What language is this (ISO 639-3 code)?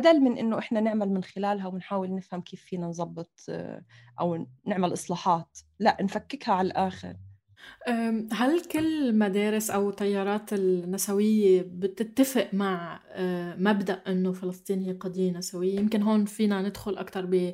apc